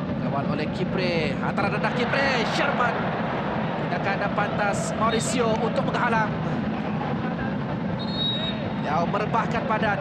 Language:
Malay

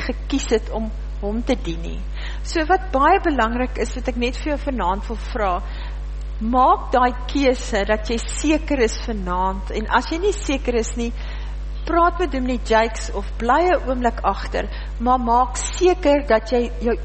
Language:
Afrikaans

